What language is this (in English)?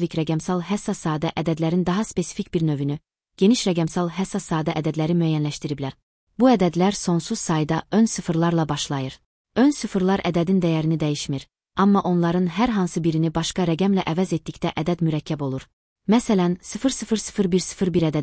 Azerbaijani